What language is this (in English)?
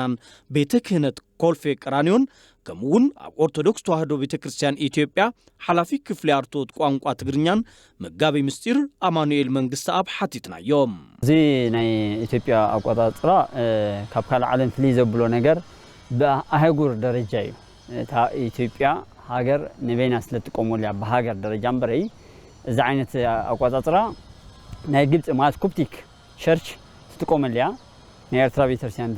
Tigrinya